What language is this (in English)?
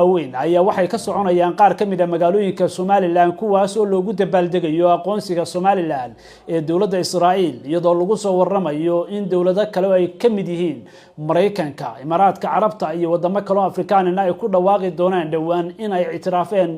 Somali